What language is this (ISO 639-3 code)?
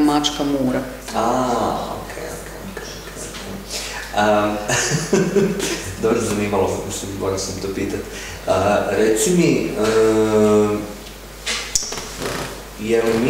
hrv